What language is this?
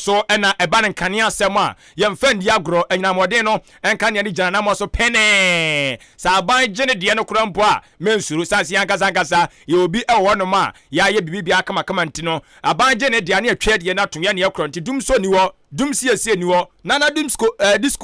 Akan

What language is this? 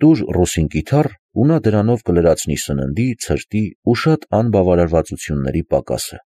Armenian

